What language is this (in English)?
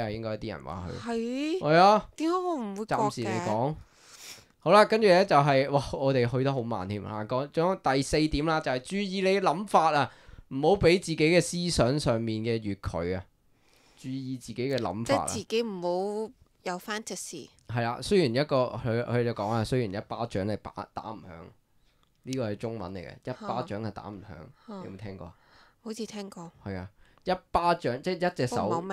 Cantonese